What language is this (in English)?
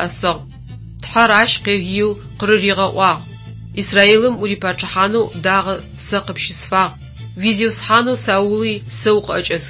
Adyghe